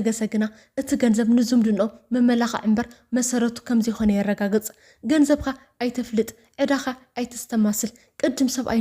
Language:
Tigrinya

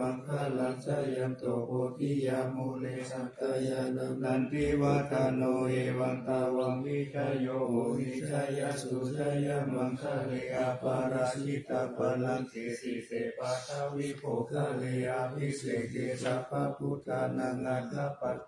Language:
Pali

